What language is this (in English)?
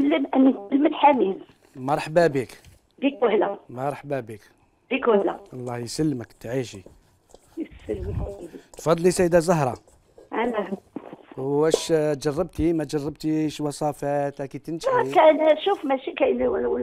Algerian Arabic